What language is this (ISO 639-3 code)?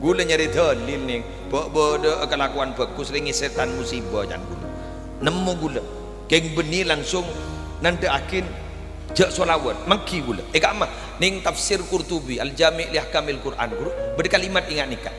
mad